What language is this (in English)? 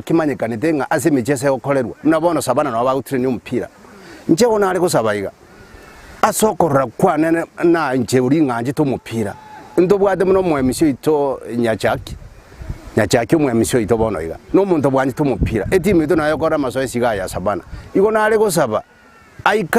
Gusii